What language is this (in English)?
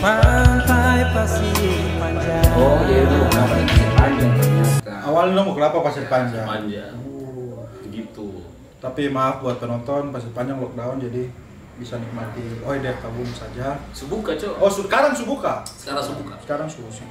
Ambonese Malay